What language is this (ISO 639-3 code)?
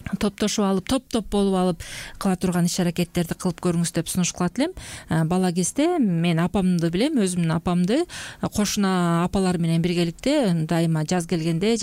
kir